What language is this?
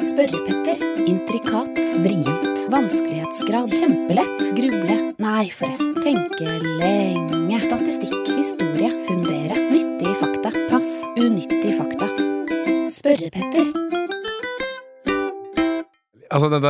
Norwegian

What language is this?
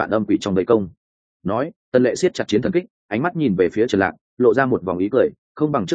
Vietnamese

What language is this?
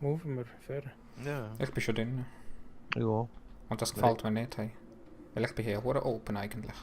Swiss German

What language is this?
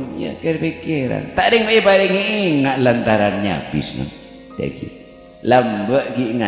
Madurese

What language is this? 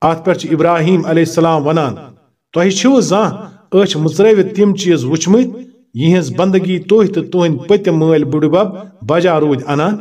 Kashmiri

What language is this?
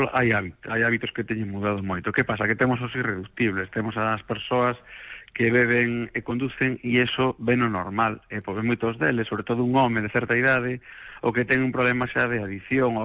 Galician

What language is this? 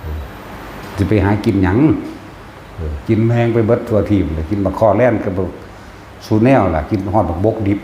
Northeastern Thai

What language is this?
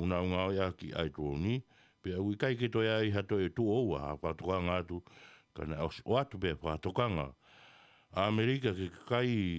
Tongan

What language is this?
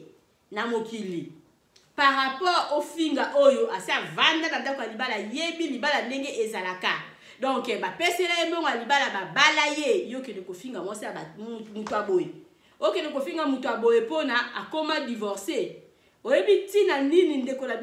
Lingala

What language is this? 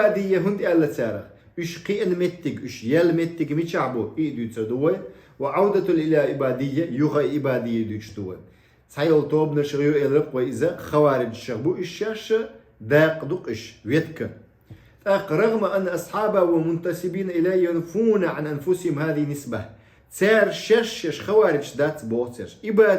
Chechen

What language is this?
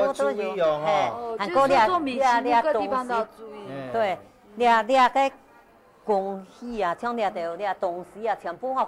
Hakka Chinese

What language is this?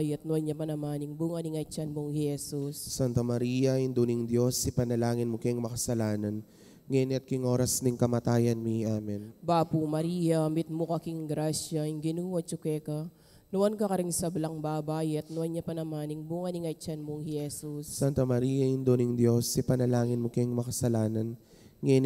Pampanga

